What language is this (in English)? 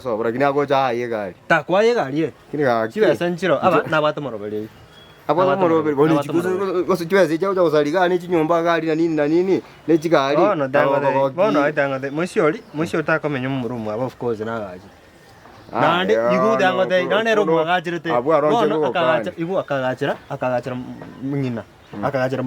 Gusii